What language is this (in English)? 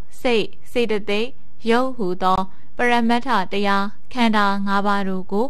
Burmese